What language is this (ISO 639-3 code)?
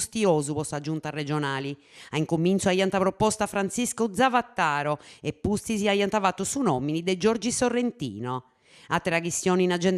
srd